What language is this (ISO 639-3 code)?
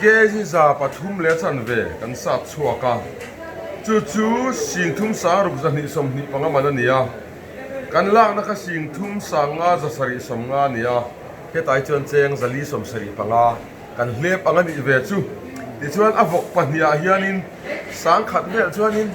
lus